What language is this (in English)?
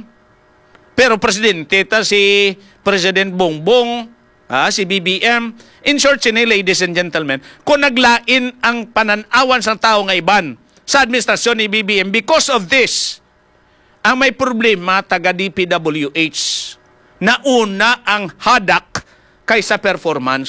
Hiligaynon